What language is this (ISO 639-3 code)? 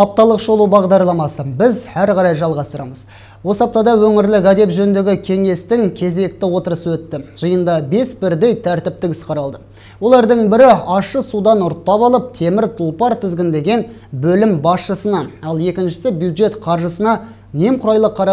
kaz